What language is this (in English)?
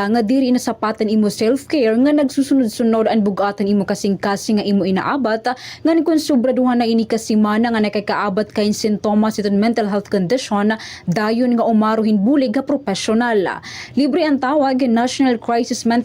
Waray